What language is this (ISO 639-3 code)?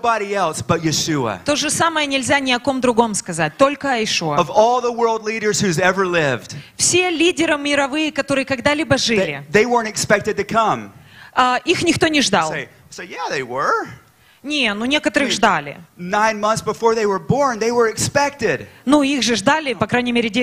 rus